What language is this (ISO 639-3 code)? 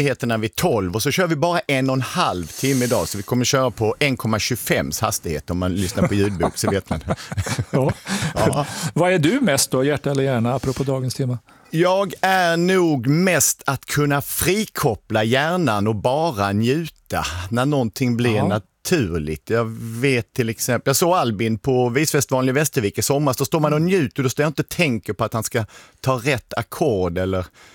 swe